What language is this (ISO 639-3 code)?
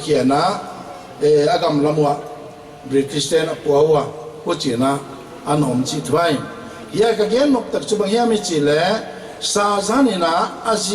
pck